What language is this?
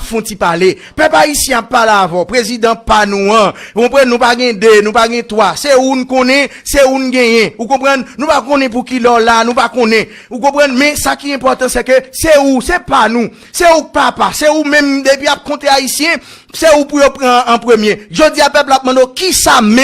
Haitian Creole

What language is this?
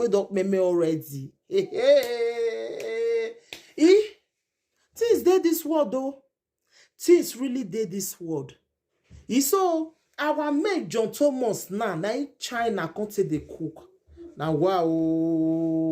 Nigerian Pidgin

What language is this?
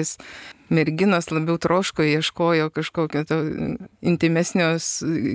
Lithuanian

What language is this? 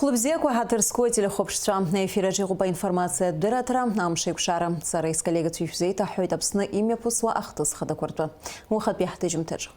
Abkhazian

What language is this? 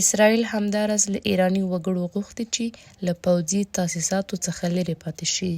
Pashto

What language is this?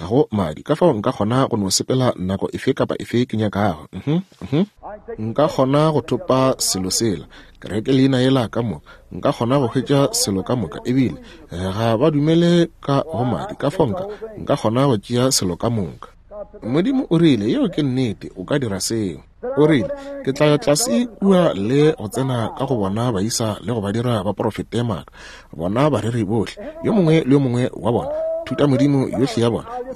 Northern Sotho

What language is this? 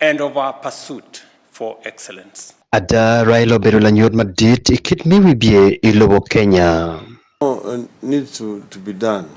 Acoli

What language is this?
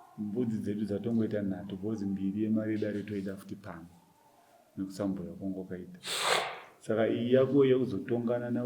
Shona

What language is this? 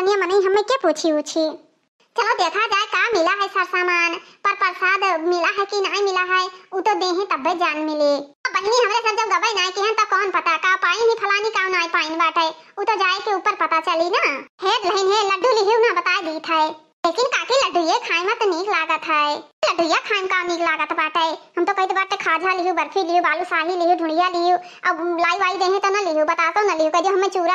Awadhi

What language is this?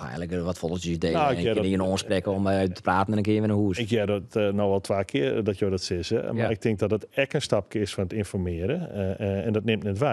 Western Frisian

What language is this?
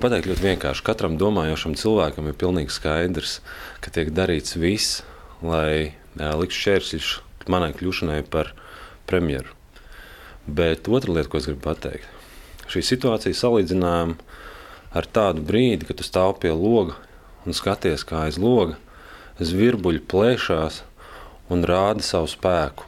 Latvian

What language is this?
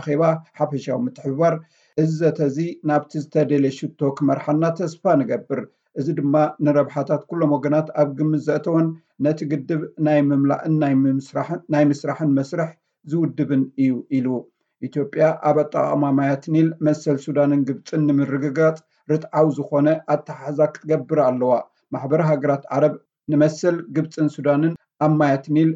Tigrinya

